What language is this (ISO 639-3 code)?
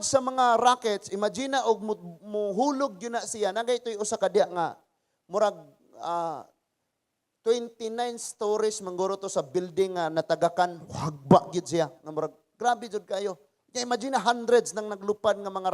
ceb